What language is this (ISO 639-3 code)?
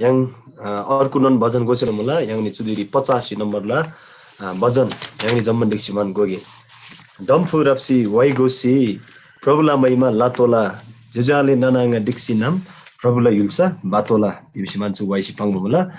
taj